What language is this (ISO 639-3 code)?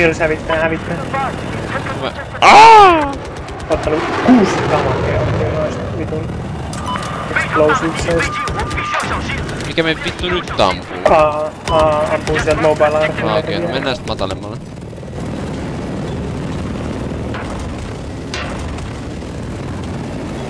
fin